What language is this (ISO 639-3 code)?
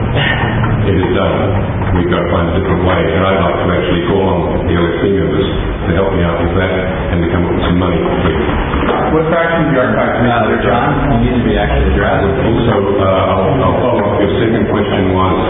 eng